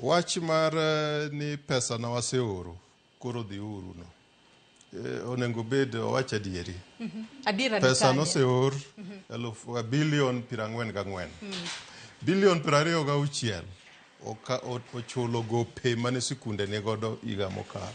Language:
Luo (Kenya and Tanzania)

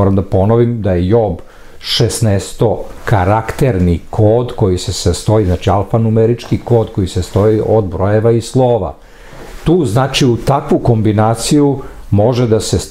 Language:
Serbian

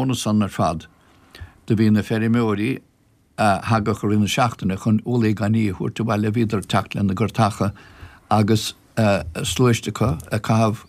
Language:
Irish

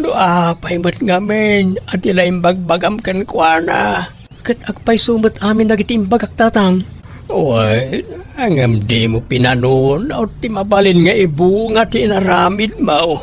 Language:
Iloko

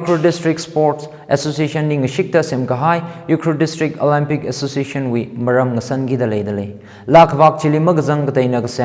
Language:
Tangkhul Naga (India)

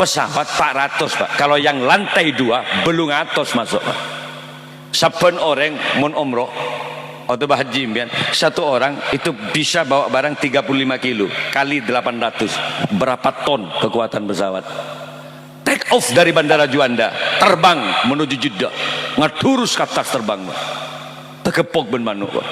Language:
Madurese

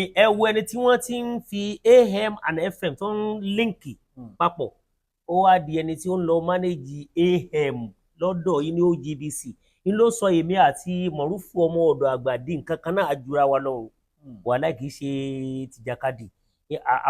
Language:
Yoruba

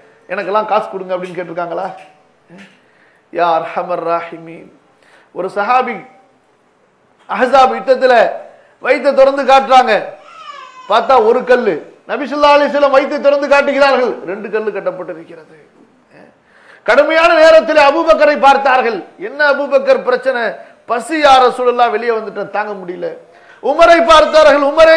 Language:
Tamil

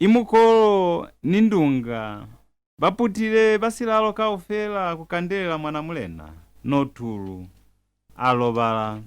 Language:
Lozi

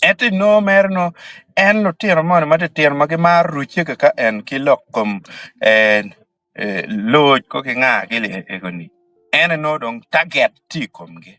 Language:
Acoli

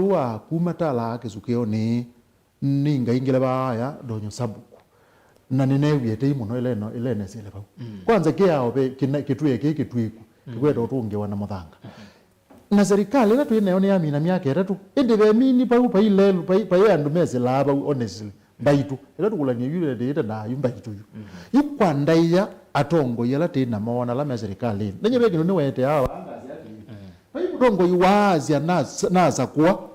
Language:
Kamba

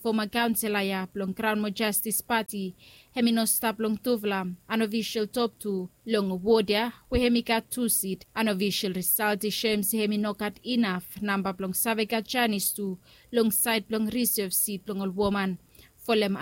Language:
Bislama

